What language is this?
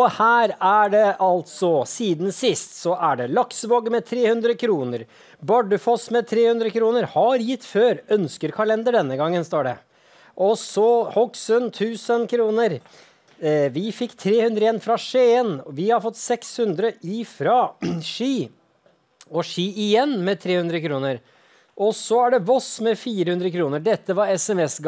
Norwegian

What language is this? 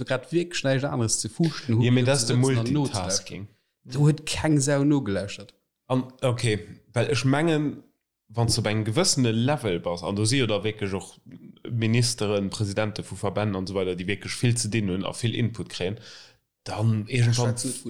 Luxembourgish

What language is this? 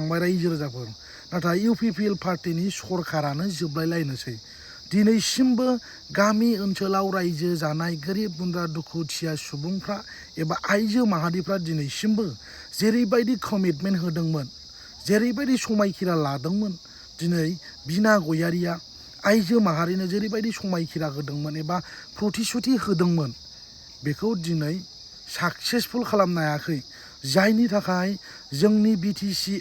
Bodo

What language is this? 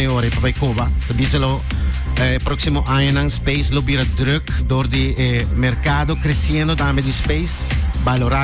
Papiamento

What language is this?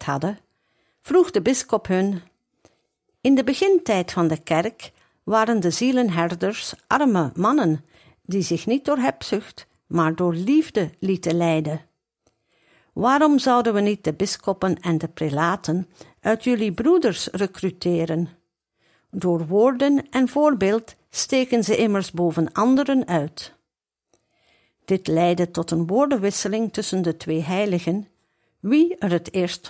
Dutch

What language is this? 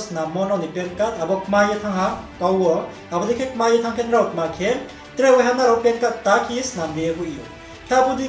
Riang (India)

